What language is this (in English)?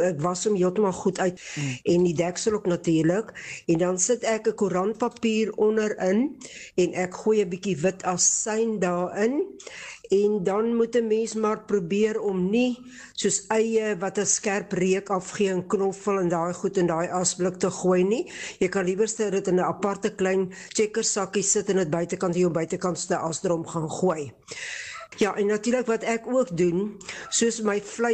Afrikaans